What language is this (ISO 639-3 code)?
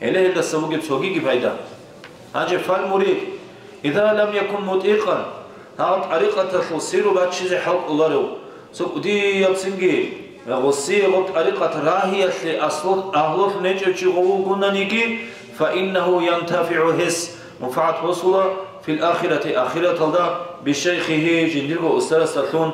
ava